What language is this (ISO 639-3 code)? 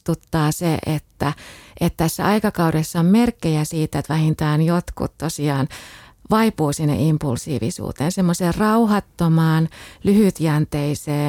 fin